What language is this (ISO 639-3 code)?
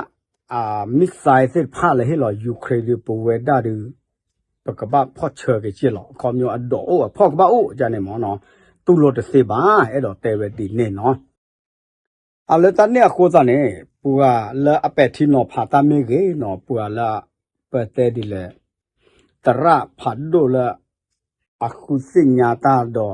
ksw